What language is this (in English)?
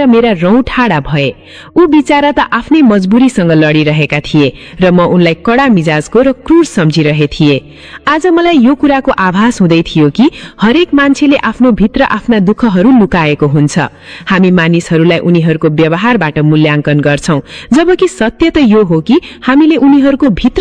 Nepali